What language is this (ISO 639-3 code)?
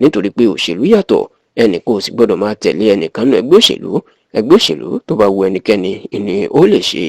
yor